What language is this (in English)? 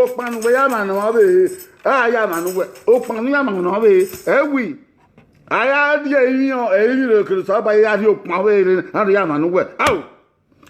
Bini